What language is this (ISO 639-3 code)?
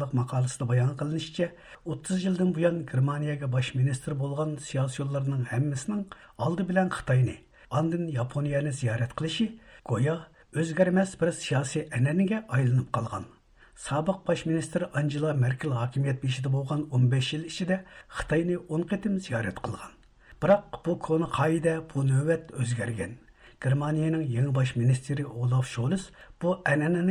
uig